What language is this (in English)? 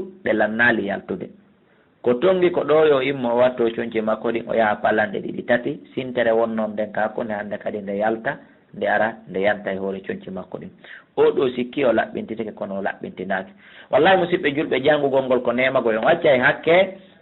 Fula